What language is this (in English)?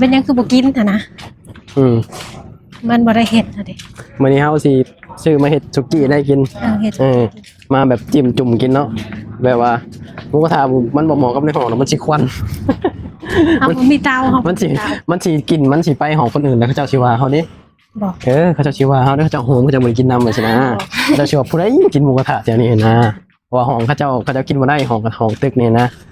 Lao